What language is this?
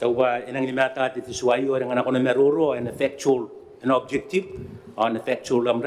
Gilbertese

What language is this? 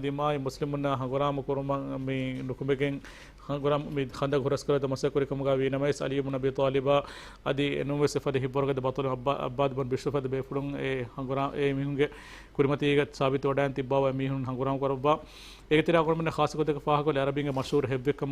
Divehi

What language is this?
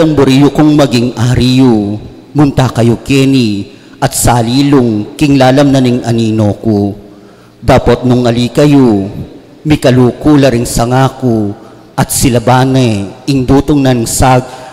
Pampanga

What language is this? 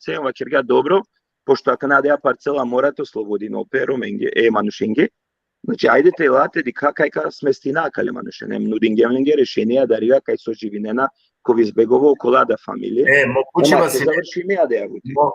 Balkan Romani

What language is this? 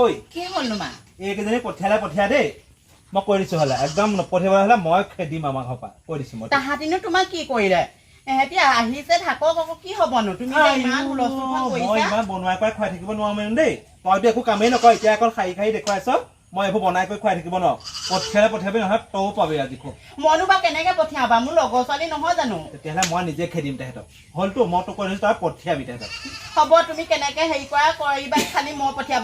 Assamese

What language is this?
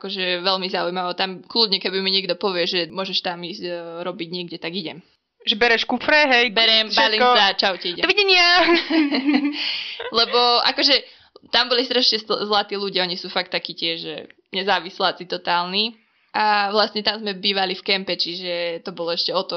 Slovak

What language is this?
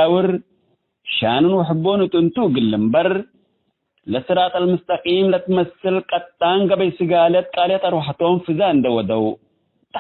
Tigre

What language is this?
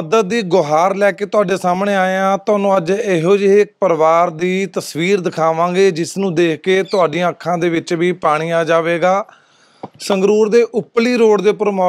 Punjabi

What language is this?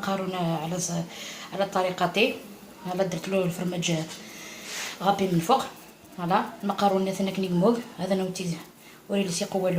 Algerian Arabic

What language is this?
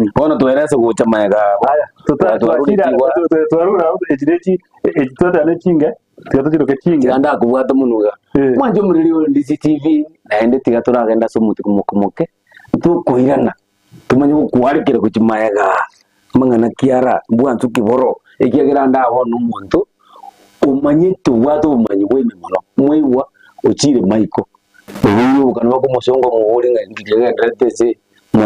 Gusii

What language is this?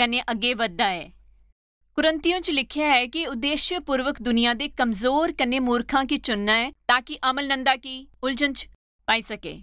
Dogri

